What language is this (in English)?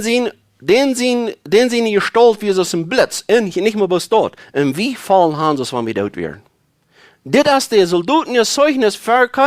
Plautdietsch